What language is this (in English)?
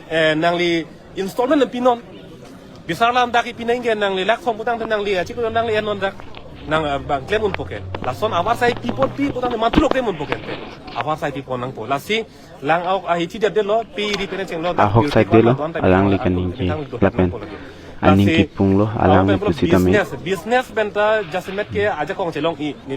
Karbi